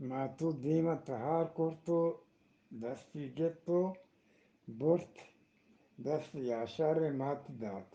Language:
Eastern Balochi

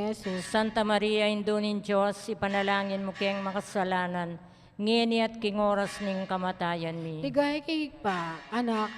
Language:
Pampanga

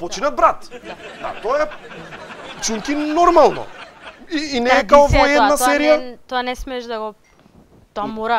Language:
Macedonian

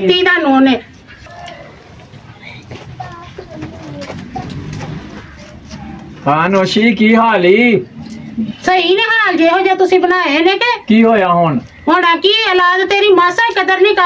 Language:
Punjabi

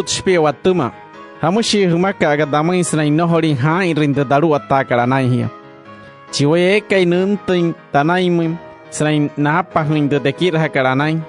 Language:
Wayuu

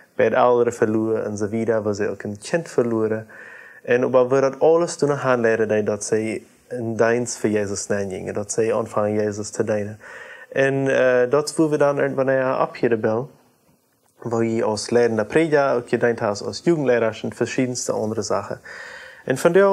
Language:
Plautdietsch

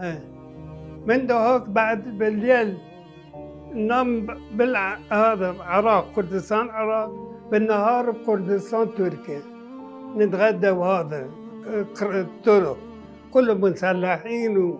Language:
Mesopotamian Arabic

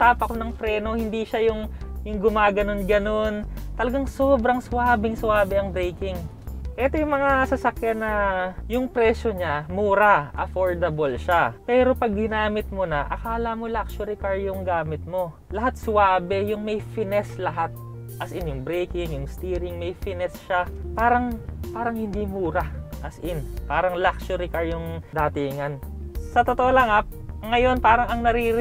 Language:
Filipino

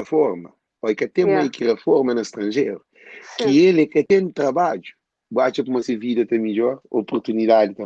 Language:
Kabuverdianu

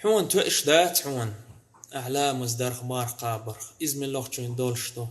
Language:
Chechen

